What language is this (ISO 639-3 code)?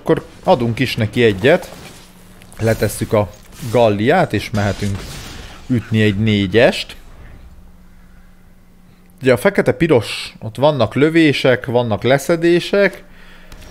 hun